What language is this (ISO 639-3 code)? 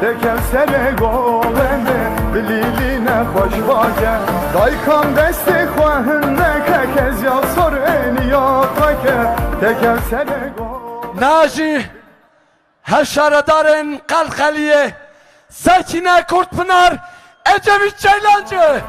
kur